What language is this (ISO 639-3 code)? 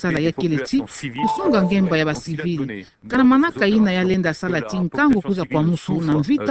ktu